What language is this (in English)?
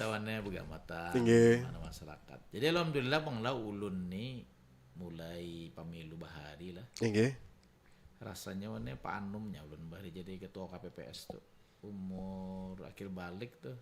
Banjar